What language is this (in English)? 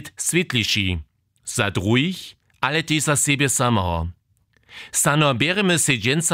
Upper Sorbian